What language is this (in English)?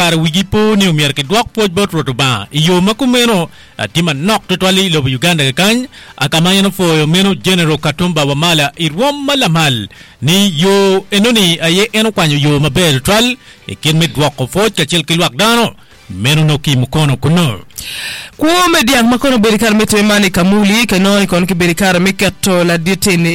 Acoli